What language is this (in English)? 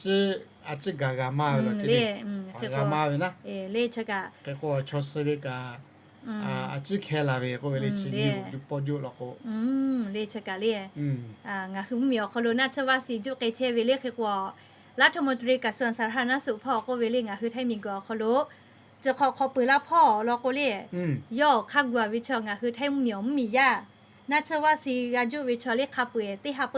Lahu